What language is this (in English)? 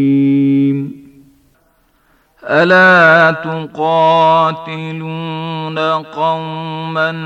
Bosnian